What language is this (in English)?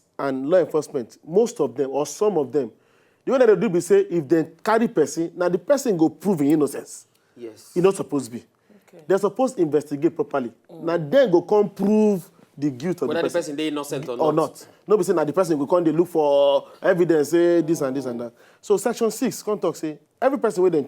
Nigerian Pidgin